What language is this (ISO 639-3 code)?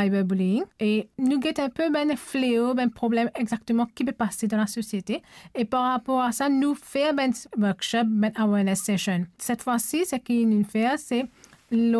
mfe